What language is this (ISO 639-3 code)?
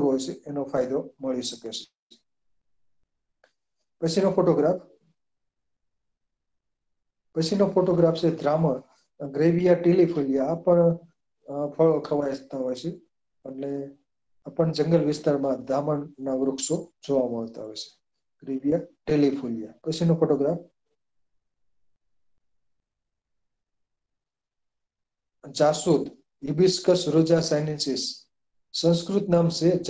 guj